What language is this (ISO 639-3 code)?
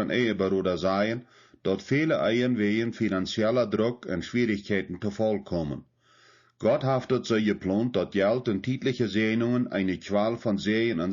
pdt